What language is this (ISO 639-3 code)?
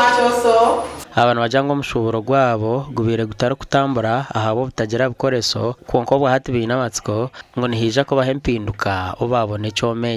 nyn